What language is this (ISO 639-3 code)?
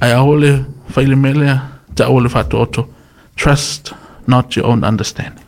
smo